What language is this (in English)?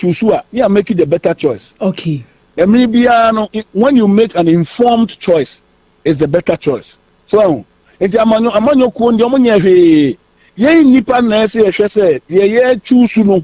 Akan